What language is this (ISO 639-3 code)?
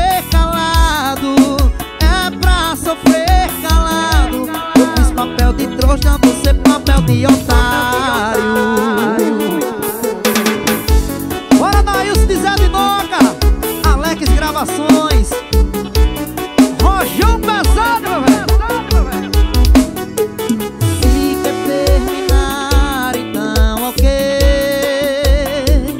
por